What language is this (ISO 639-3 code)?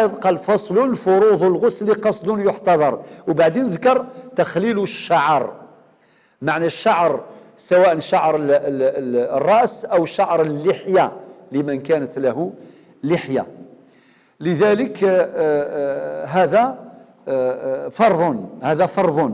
arq